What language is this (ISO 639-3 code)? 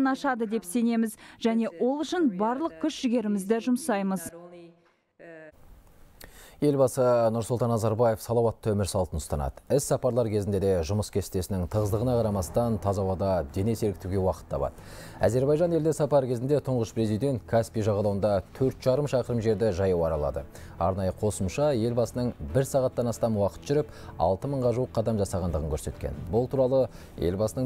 kaz